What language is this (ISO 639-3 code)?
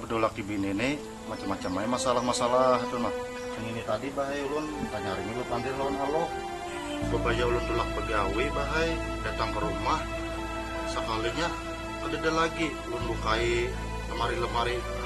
bjn